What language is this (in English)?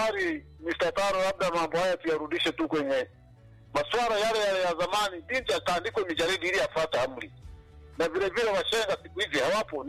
Swahili